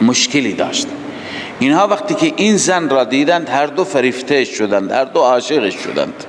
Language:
Persian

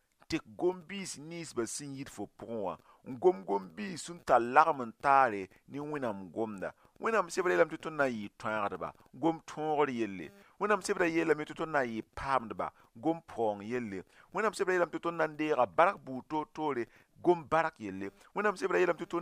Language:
Mossi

